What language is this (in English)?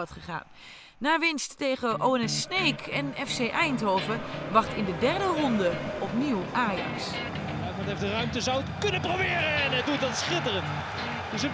Dutch